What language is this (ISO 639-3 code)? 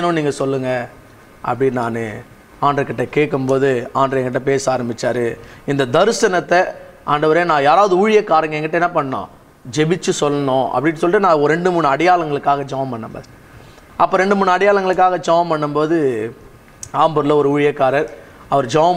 tam